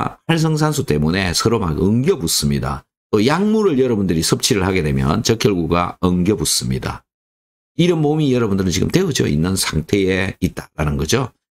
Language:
Korean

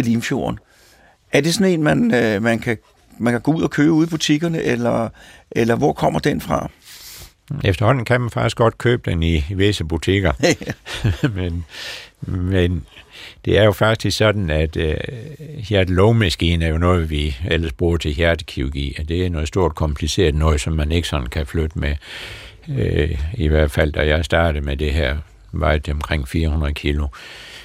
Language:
Danish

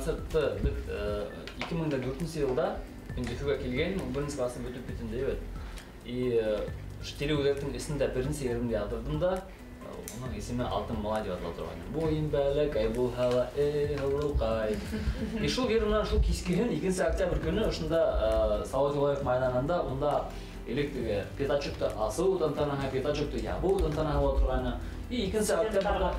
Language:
Bashkir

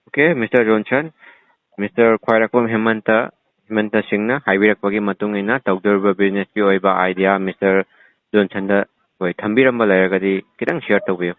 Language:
Manipuri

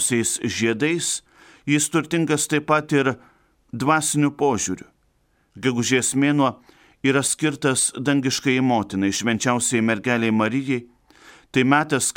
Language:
Lithuanian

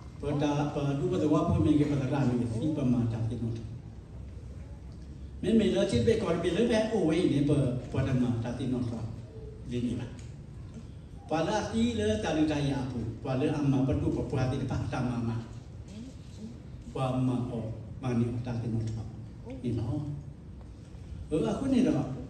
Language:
S'gaw Karen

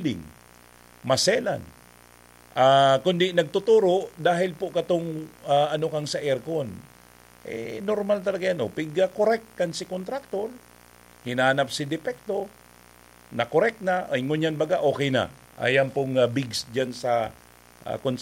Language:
Bikol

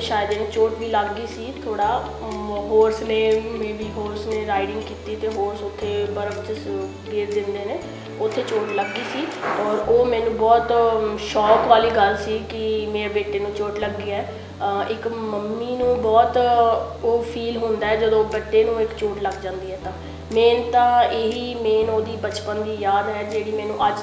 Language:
Punjabi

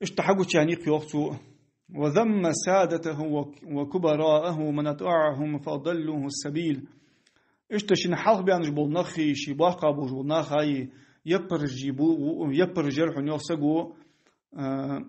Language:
Ingush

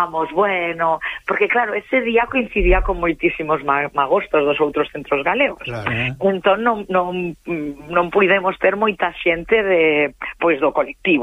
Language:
Galician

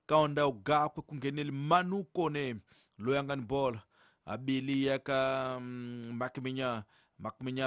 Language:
Tsonga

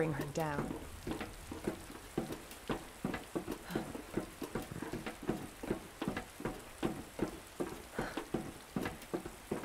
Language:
English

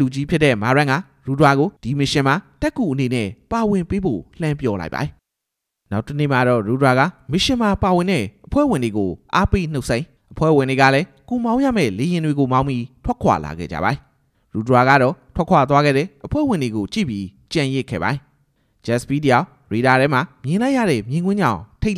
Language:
Burmese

